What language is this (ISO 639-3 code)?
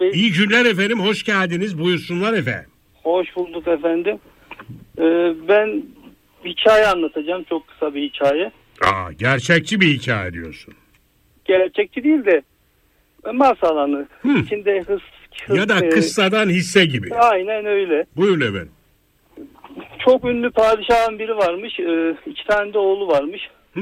tur